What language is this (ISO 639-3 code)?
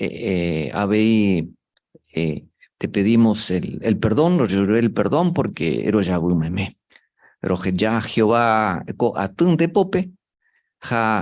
grn